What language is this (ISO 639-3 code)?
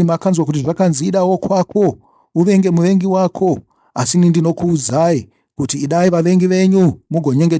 sna